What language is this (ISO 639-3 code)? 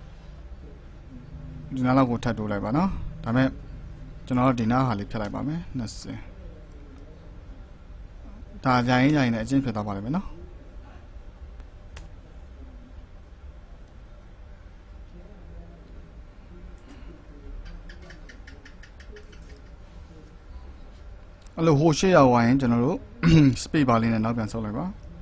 mya